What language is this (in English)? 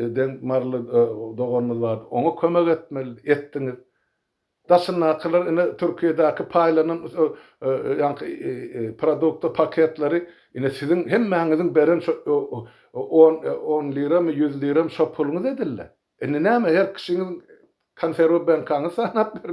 Turkmen